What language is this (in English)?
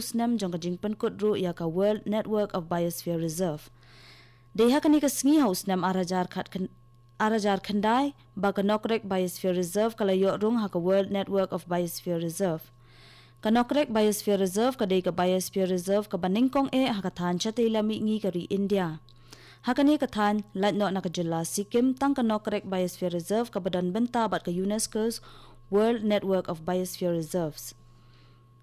Khasi